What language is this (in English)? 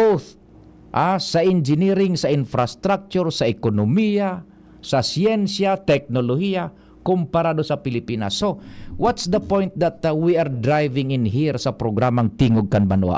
Bikol